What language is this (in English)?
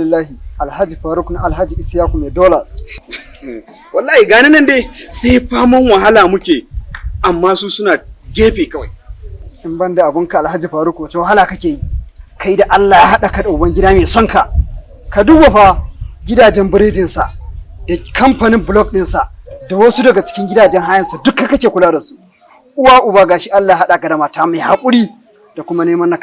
Hausa